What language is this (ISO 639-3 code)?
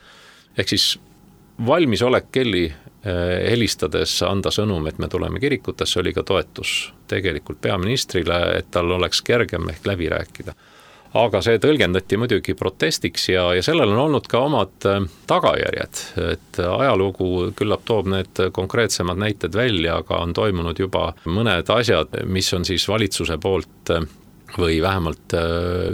est